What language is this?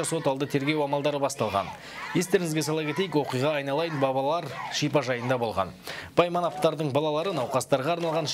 Kazakh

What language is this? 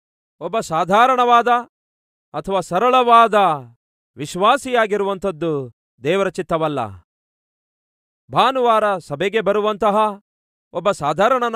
Kannada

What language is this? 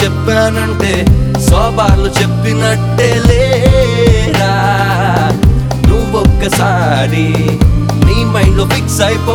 Telugu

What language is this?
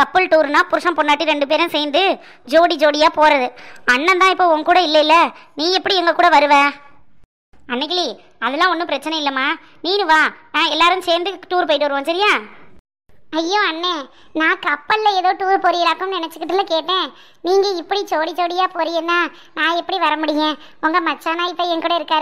Tamil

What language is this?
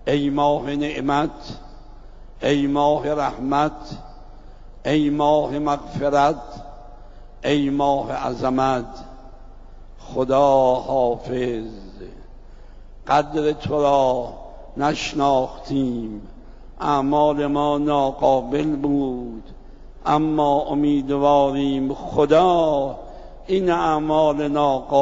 Persian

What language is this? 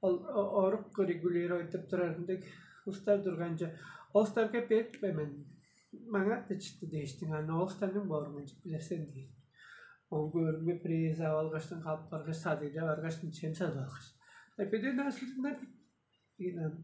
Tuvinian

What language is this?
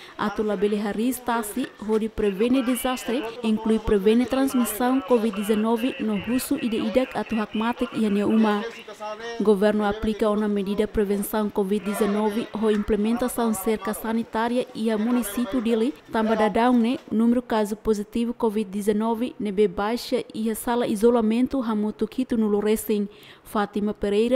Tetum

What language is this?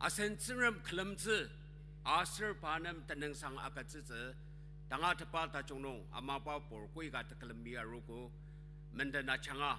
Ao Naga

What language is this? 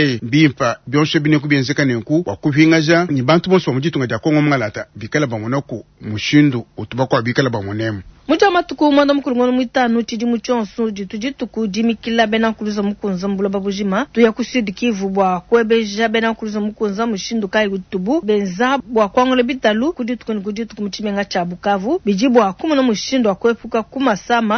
Luba-Lulua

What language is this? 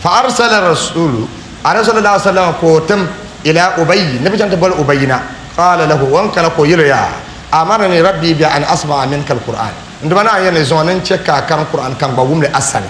Dagbani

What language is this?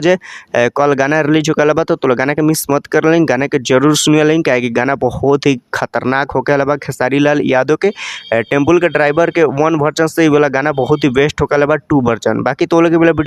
Bhojpuri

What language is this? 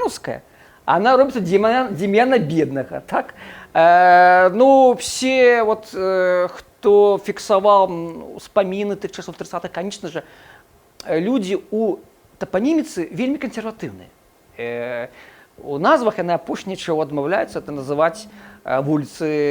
Belarusian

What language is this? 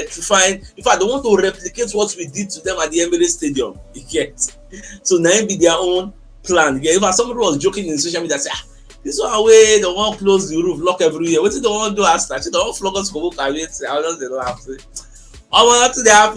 Nigerian Pidgin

